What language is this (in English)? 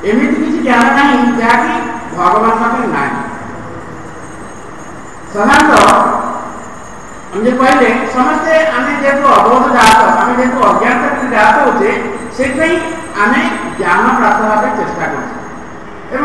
Odia